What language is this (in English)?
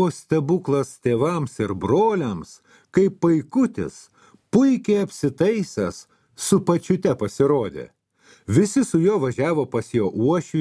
Lithuanian